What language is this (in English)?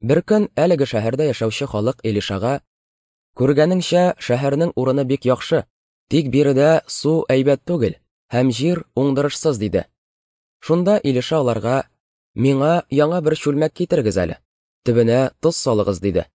Tatar